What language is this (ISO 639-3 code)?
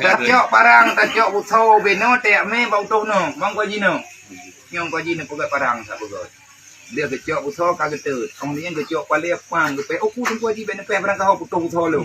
ace